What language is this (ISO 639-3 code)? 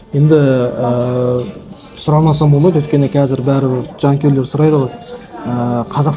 kaz